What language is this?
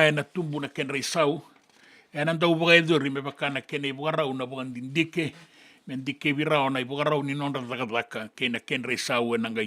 Fijian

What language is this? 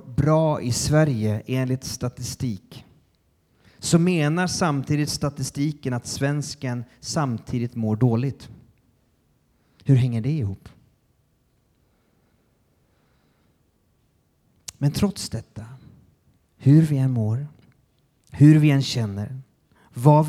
Swedish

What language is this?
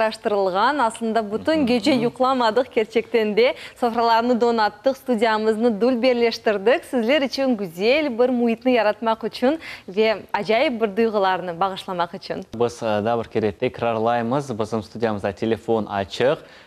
Crimean Tatar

